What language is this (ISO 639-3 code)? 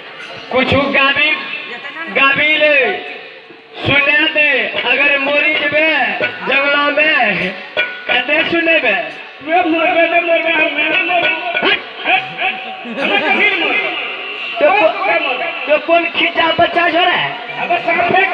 mai